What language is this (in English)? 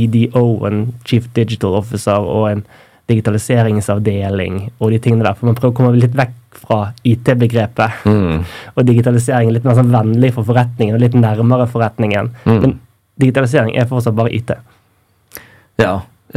Norwegian